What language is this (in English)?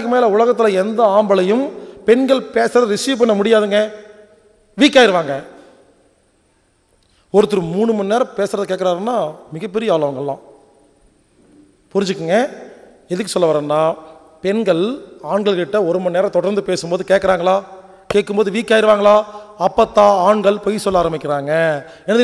Tamil